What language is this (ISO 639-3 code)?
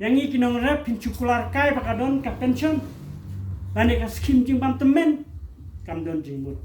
kha